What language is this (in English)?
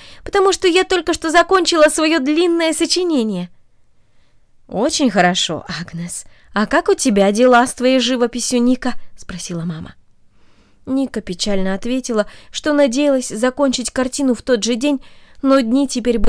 Russian